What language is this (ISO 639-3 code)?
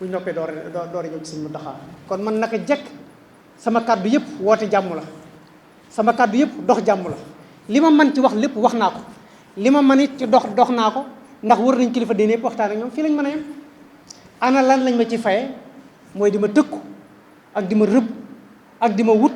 wol